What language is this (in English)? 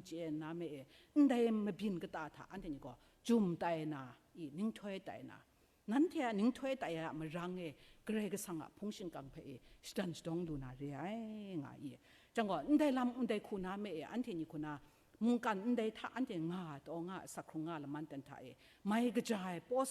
Kachin